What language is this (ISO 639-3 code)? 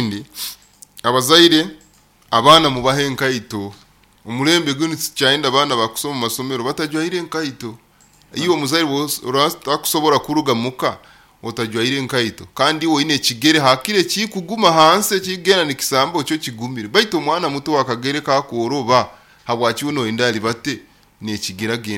nyo